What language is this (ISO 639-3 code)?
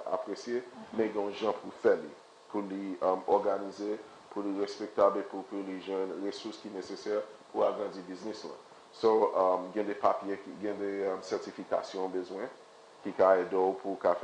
hat